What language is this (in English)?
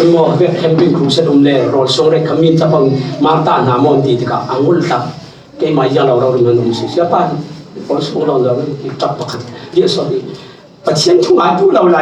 Falam Chin